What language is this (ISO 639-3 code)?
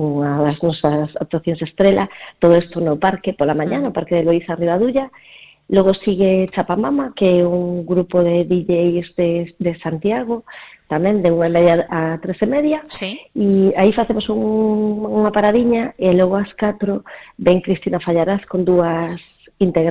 glg